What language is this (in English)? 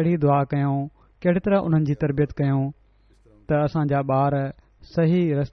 Sindhi